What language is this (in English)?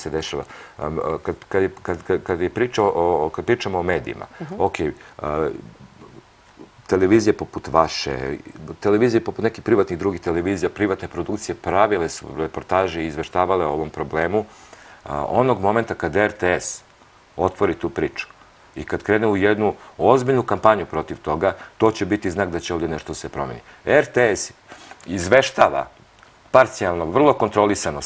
Serbian